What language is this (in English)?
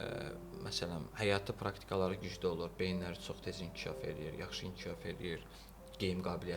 Azerbaijani